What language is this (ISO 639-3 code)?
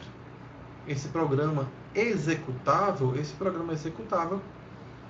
por